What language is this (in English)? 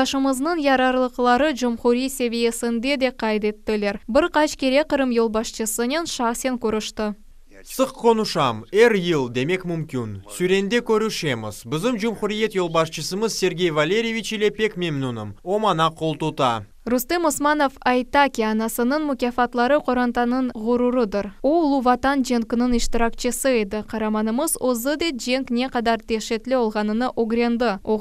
Crimean Tatar